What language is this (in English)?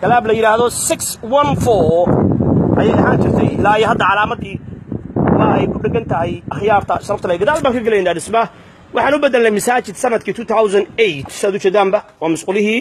Somali